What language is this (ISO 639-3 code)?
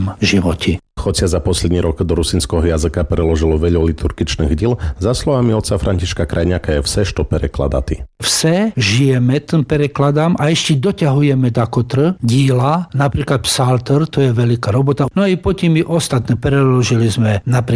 slk